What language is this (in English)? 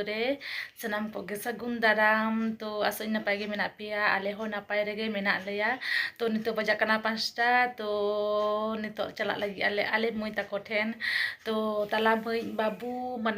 Santali